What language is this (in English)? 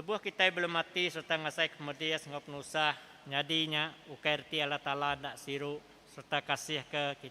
Iban